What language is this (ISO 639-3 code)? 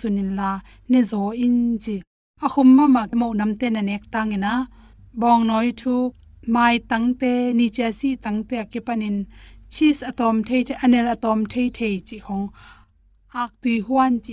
ctd